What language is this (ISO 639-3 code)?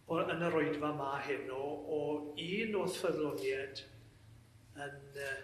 cym